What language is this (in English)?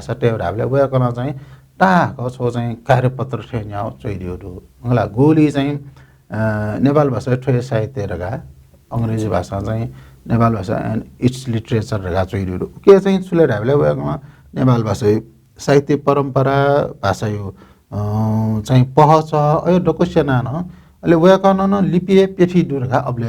Newari